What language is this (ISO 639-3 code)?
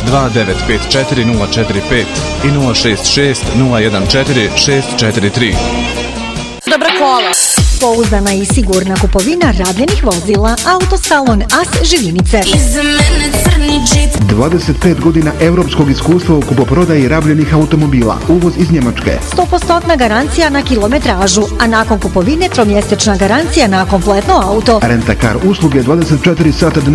bos